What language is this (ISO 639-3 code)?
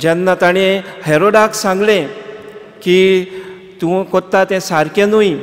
kok